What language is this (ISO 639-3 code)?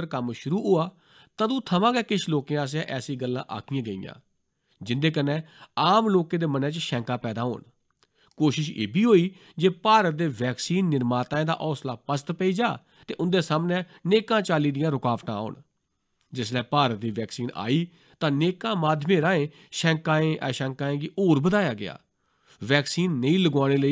doi